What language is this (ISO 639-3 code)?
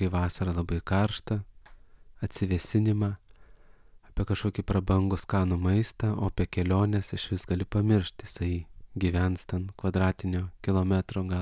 lit